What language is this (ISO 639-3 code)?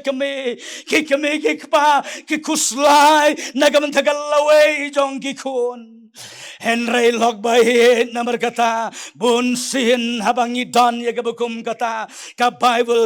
kha